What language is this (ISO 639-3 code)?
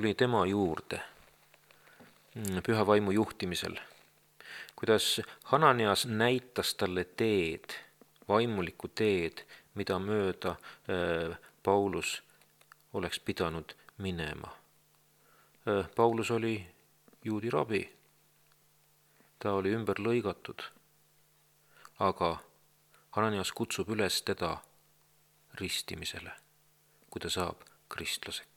est